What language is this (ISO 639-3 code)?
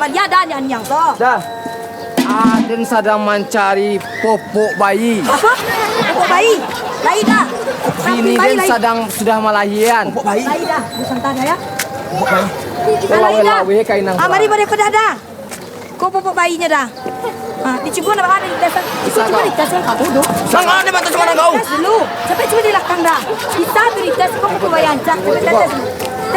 min